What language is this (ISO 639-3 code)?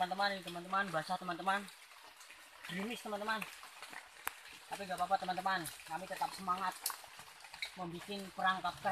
ind